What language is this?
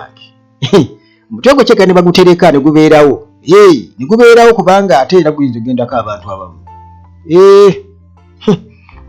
Ganda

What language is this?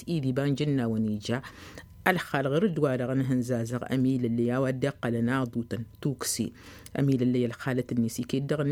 Tamasheq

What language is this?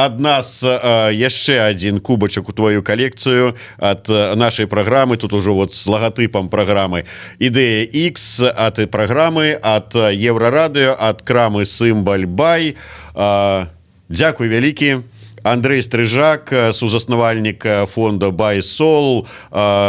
Belarusian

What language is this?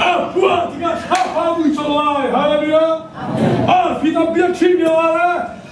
Hakha Chin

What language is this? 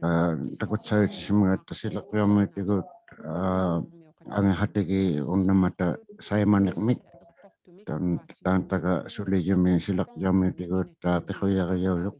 Inuktitut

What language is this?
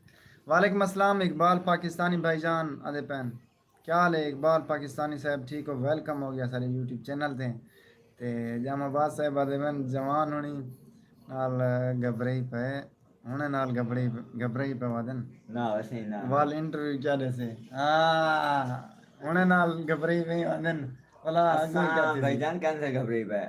Saraiki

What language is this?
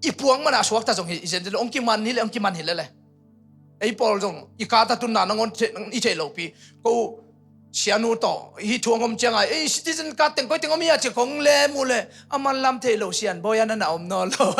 Tedim Chin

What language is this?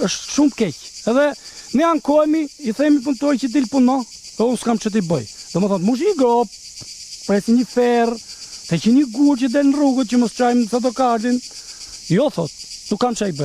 Albanian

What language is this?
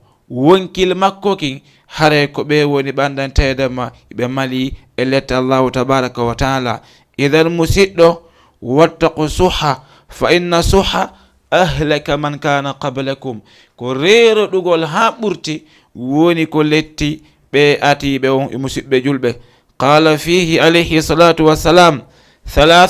Fula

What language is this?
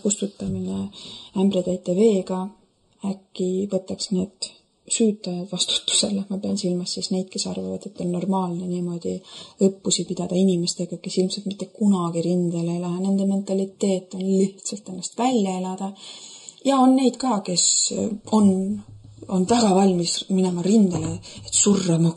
Estonian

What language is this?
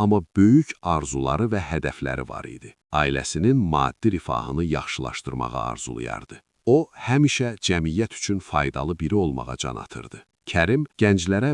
Azerbaijani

